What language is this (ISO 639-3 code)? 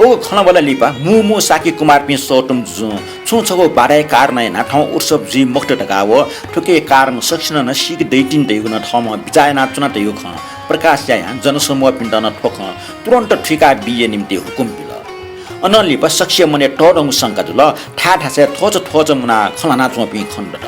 new